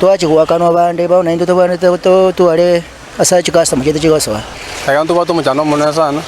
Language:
Gusii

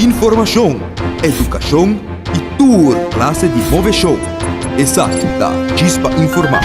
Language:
Papiamento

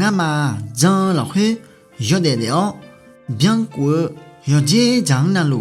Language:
Akha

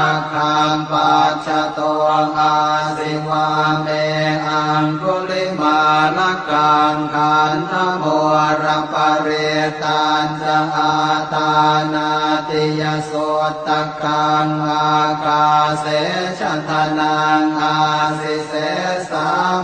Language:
Pali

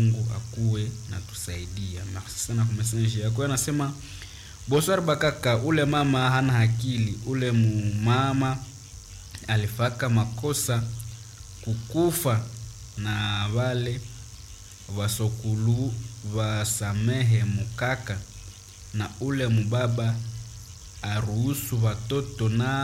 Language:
Swahili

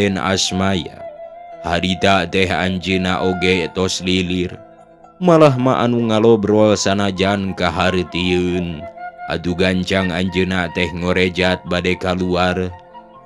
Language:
Sundanese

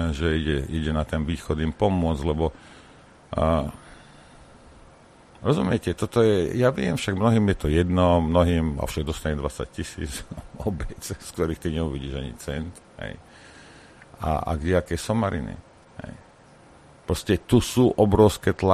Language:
Slovak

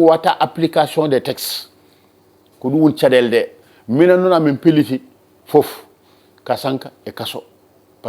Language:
Fula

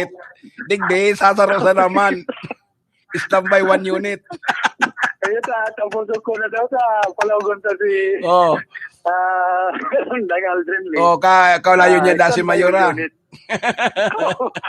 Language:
Bikol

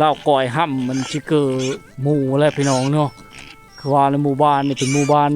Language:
Lao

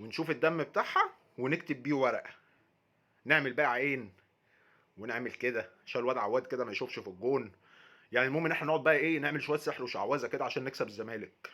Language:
Egyptian Arabic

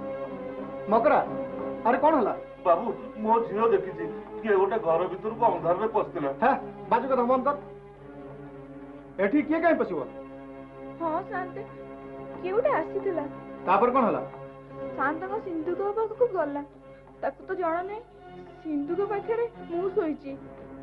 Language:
Odia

